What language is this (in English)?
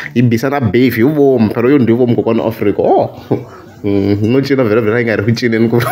Tsonga